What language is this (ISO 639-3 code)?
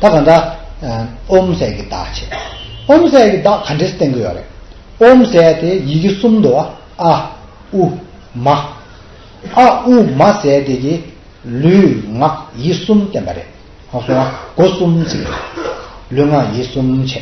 bod